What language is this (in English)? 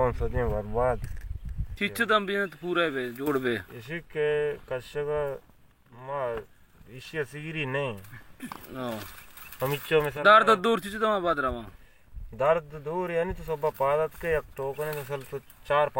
Baluchi